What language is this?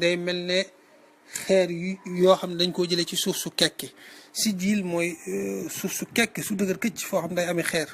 Wolof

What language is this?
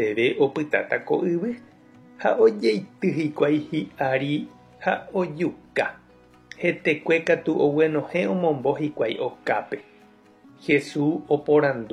Guarani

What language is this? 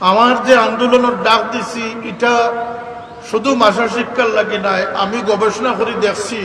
Sylheti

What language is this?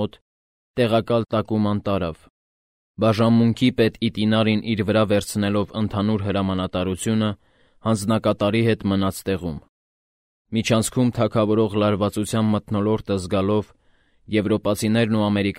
Armenian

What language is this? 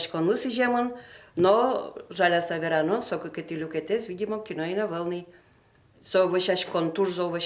Udmurt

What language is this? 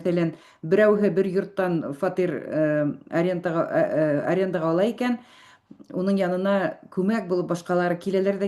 Bashkir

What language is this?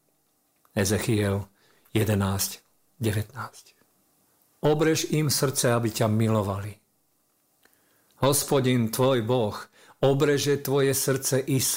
Slovak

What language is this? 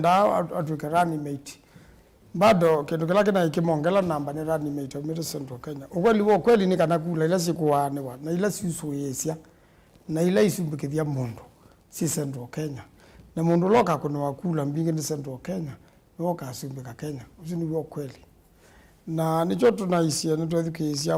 Kamba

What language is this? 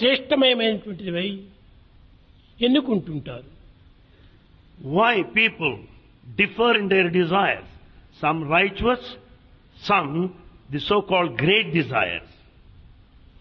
Telugu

